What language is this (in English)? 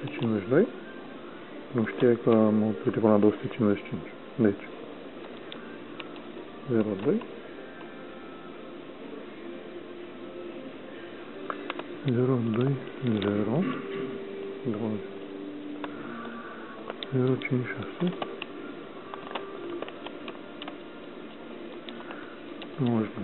Romanian